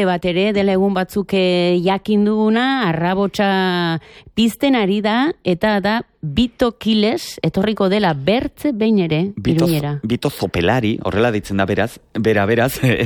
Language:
Basque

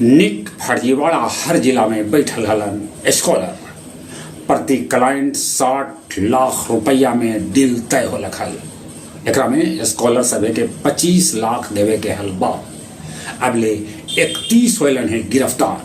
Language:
Magahi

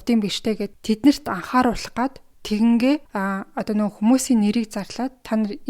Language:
Mongolian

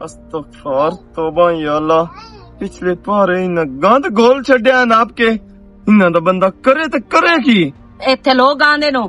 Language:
Western Panjabi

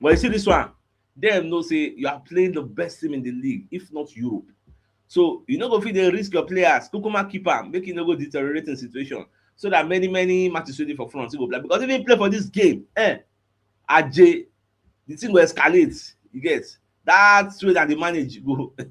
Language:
Nigerian Pidgin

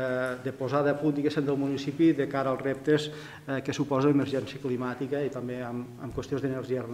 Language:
Catalan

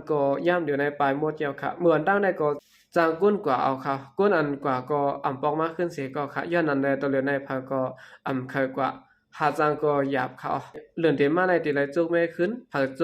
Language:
Shan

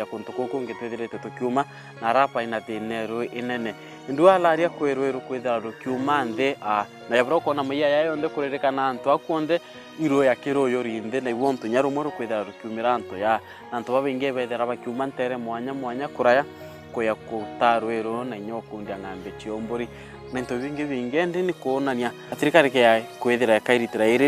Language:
Meru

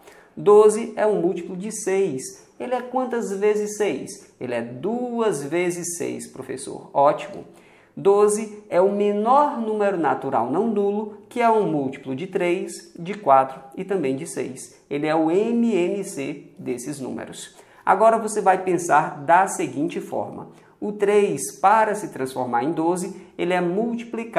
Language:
Portuguese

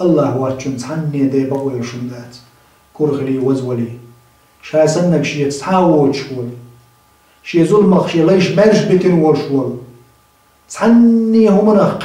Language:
Chechen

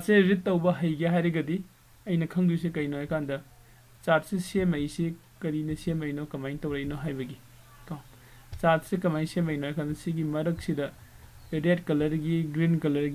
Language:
Manipuri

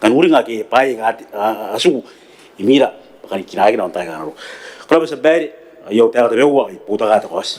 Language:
Gilbertese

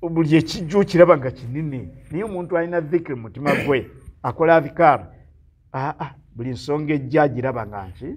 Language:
Ganda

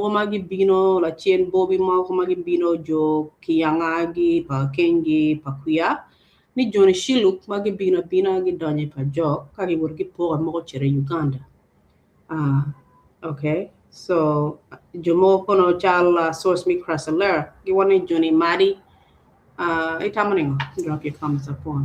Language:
Acoli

